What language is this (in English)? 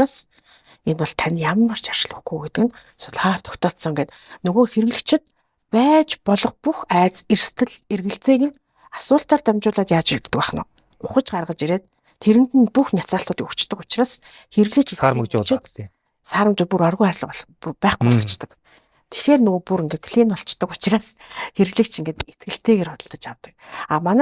Mongolian